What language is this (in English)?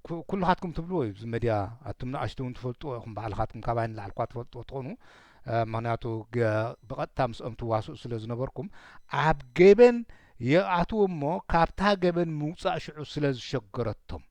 Tigrinya